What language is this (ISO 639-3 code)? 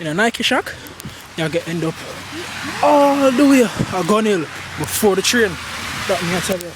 jam